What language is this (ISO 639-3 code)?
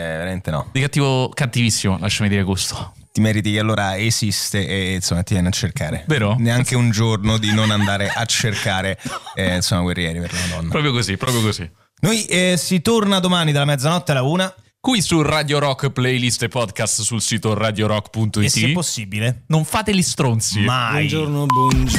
ita